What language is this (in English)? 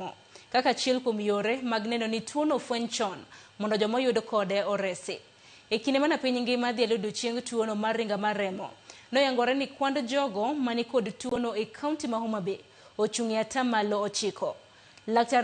Luo (Kenya and Tanzania)